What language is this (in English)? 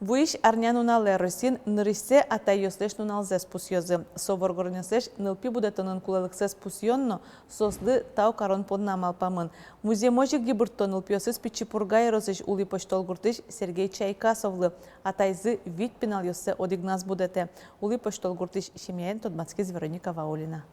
Udmurt